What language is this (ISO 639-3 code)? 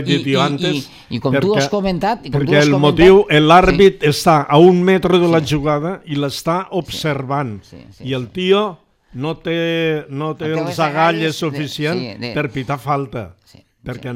cat